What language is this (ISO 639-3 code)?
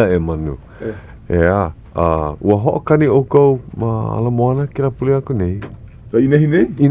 haw